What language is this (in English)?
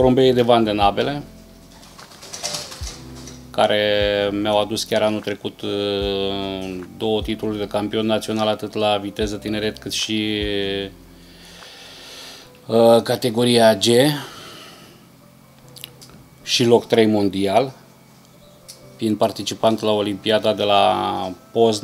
Romanian